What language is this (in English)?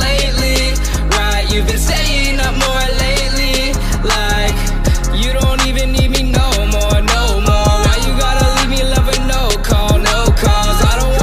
English